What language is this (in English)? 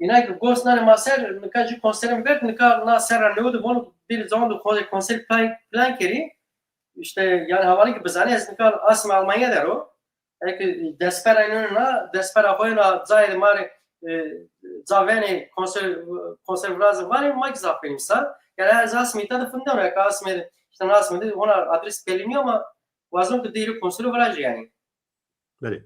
Zaza